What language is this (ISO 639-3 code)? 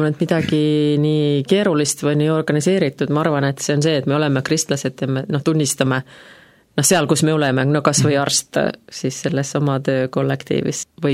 est